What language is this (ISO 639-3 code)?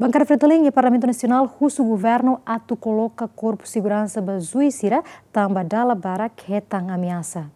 tet